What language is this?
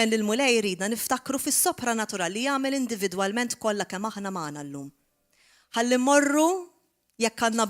Maltese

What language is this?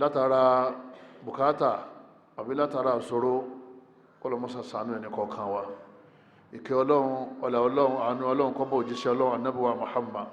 Yoruba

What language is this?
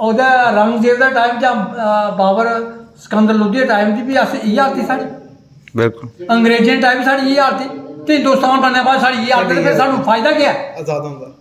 Dogri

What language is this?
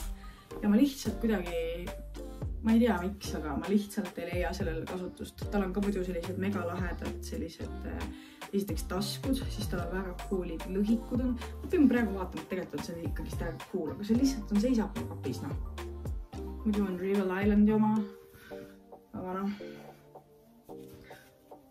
Estonian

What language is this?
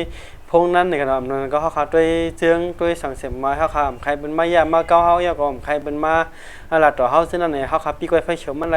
Shan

